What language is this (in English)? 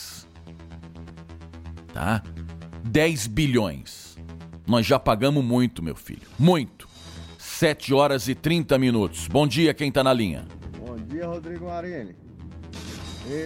Portuguese